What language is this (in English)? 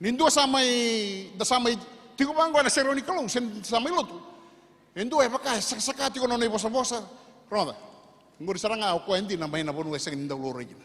Fijian